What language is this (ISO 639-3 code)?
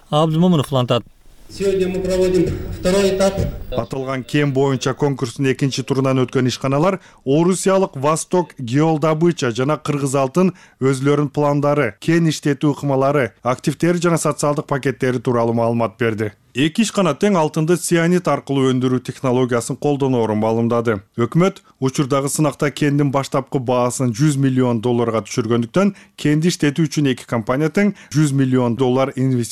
kir